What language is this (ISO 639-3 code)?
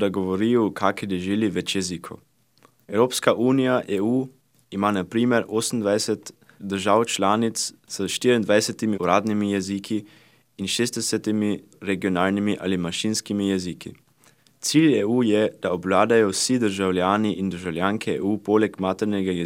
slv